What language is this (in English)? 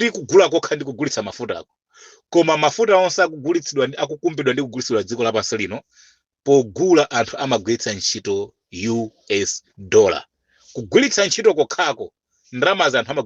Nyanja